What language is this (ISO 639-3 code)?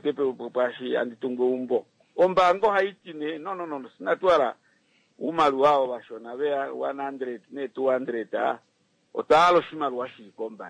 kua